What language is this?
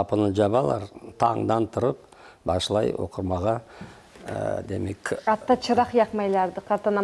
Crimean Tatar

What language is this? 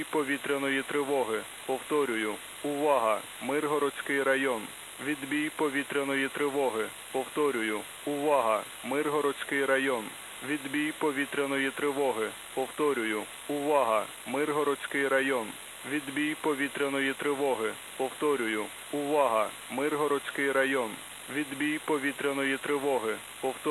Ukrainian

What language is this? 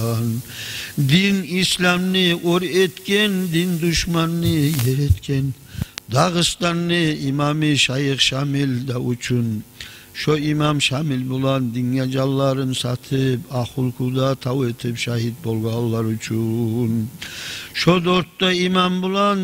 Kumyk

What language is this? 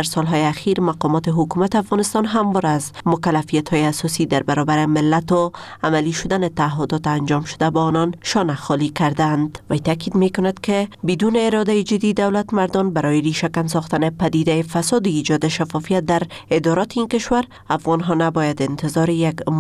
Persian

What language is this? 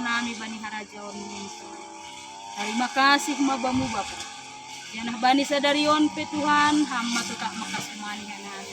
Batak Simalungun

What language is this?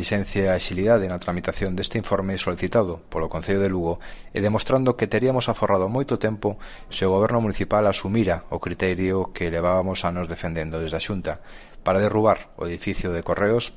Galician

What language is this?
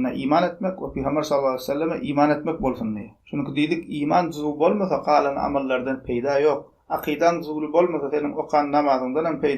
Turkmen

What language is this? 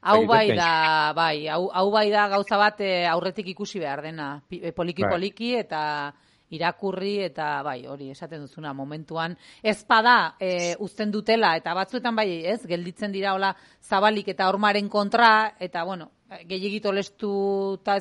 Basque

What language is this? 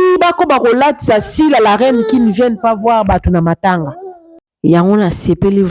Lingala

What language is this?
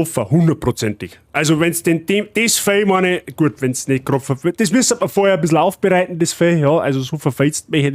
Bavarian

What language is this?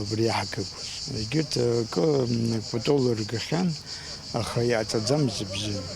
Abkhazian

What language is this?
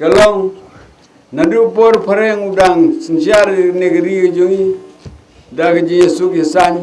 Khasi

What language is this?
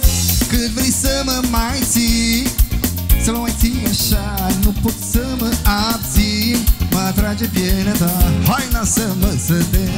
Romanian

